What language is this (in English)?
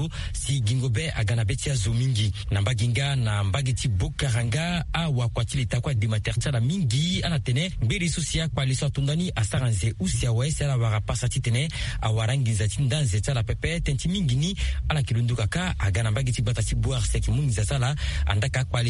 Sango